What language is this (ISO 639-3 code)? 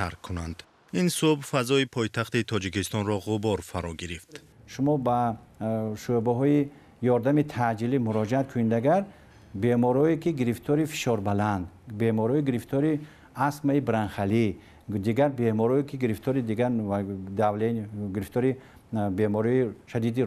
tgk